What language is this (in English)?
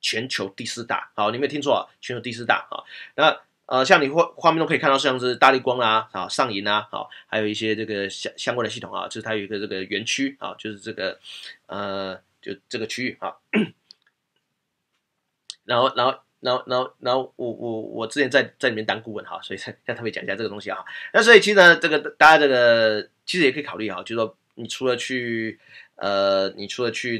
Chinese